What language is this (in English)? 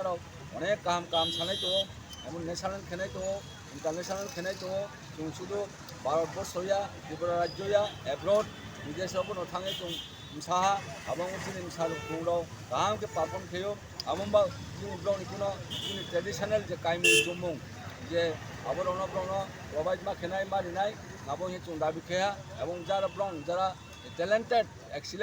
Riang (India)